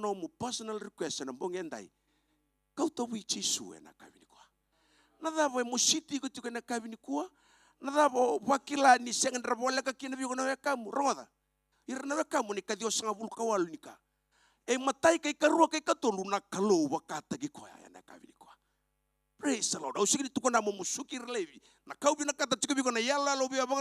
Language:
Fijian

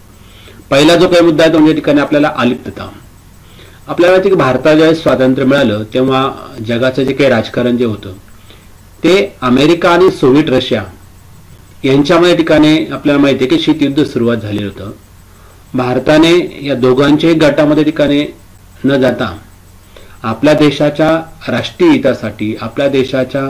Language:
Marathi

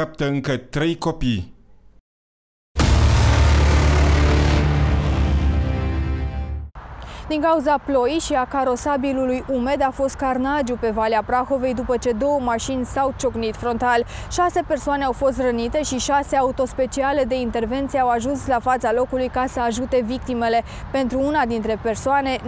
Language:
Romanian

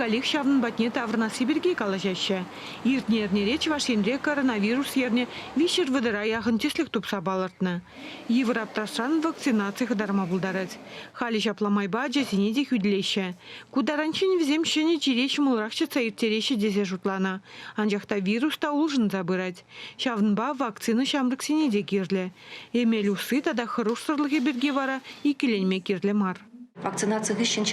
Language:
Chuvash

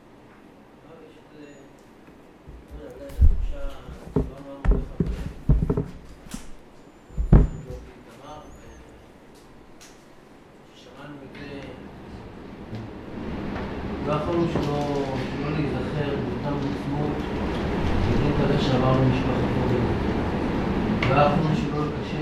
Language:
Hebrew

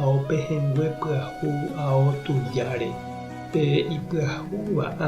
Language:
Guarani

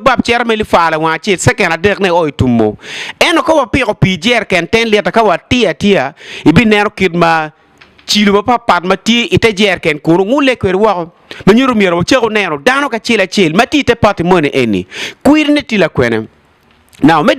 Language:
Acoli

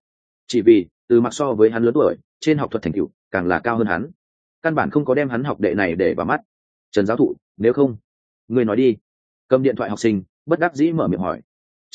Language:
Vietnamese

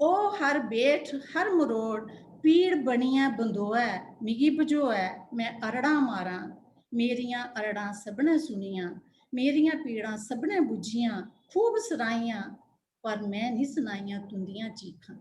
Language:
Dogri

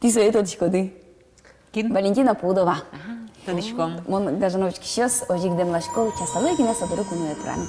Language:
Udmurt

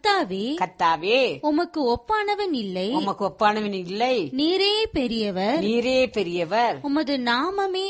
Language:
Tamil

